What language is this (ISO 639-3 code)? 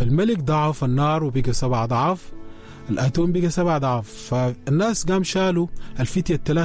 apd